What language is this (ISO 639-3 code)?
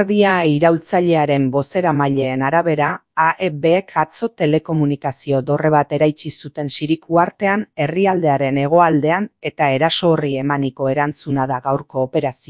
eus